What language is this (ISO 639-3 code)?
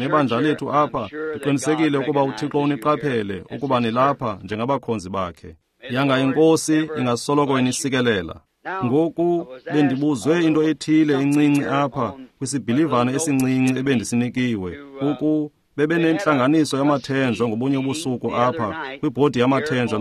xho